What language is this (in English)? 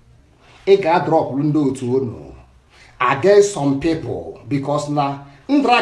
Igbo